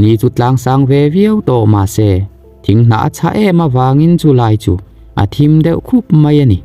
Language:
Mizo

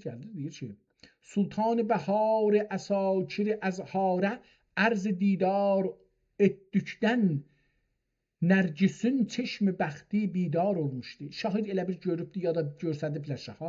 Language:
South Azerbaijani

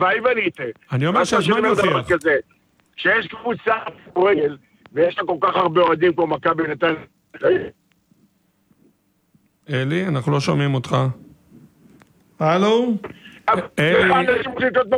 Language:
Hebrew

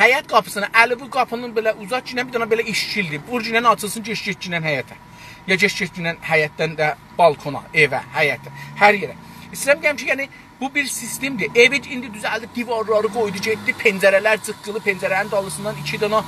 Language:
South Azerbaijani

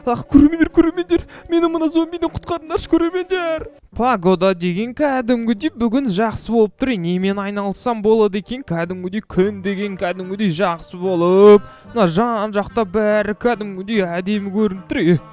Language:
Kazakh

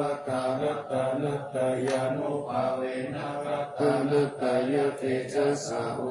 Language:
Pali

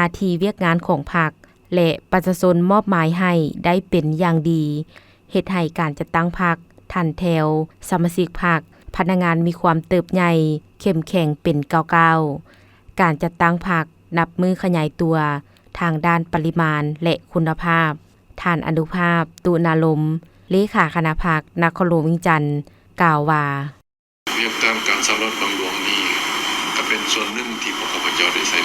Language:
Lao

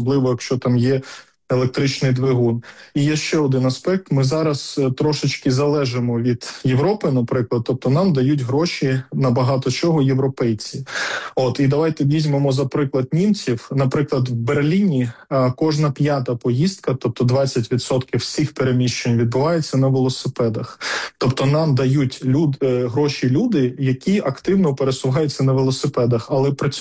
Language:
Ukrainian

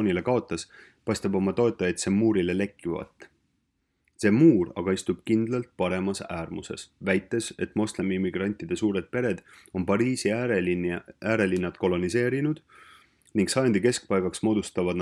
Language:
Estonian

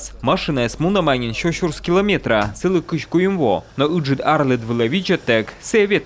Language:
Komi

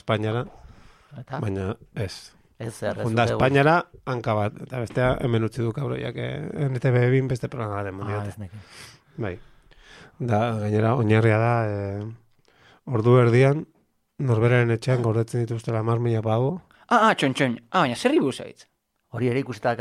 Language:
Basque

